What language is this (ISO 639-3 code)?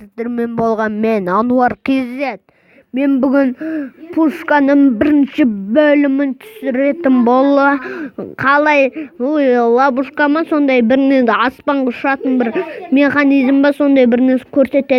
kaz